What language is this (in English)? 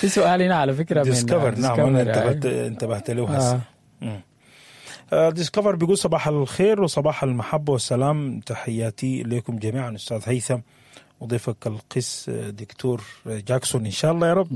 Sudanese Arabic